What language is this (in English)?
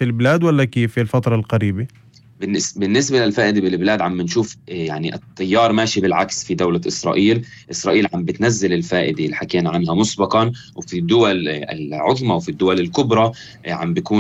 North Levantine Arabic